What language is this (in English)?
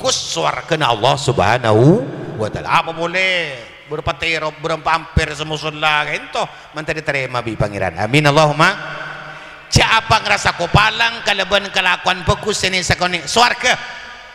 Madurese